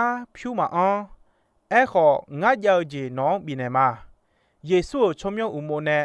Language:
Akha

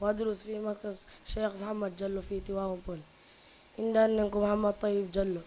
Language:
Fula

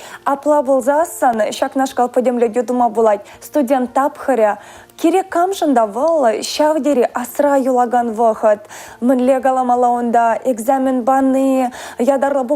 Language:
Chuvash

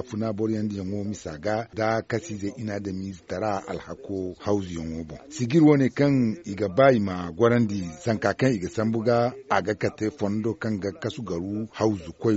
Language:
Zarma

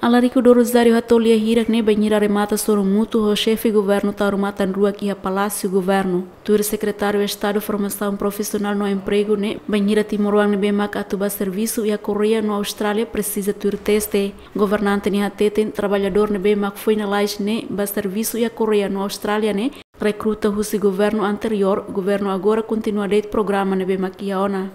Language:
Tetum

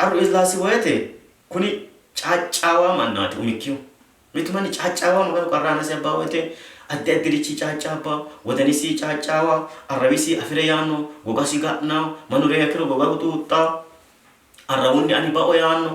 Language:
Sidamo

